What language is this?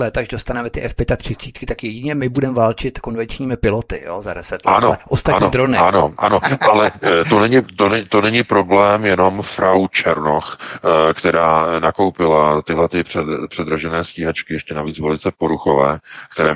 Czech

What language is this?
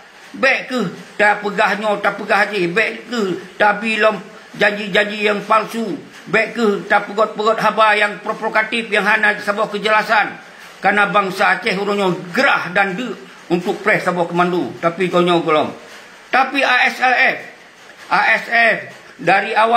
Achinese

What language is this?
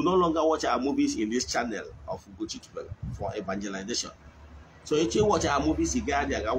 Igbo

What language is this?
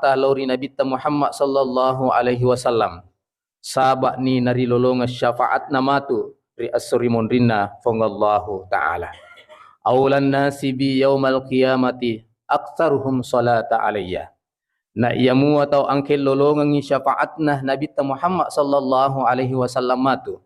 Buginese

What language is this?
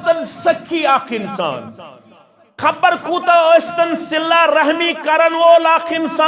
Kashmiri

